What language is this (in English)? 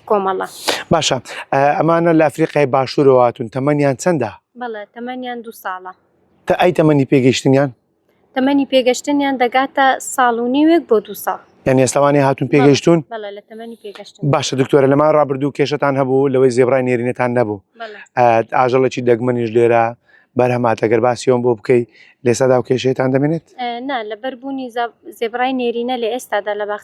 Central Kurdish